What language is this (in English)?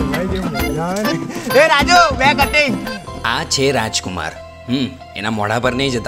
Gujarati